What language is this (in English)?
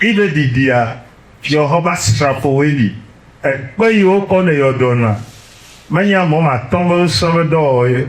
Ewe